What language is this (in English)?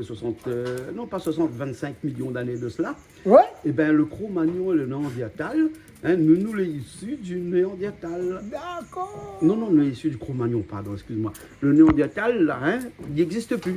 Réunion Creole French